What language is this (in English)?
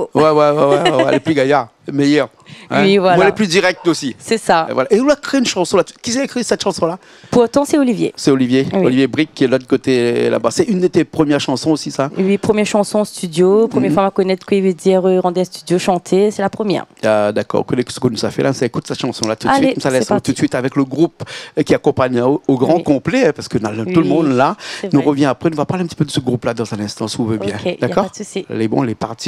Réunion Creole French